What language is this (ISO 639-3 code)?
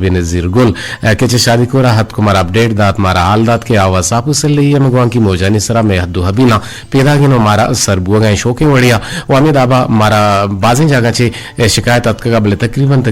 bgp